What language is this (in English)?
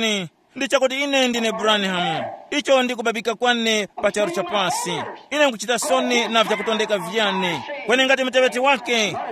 Tumbuka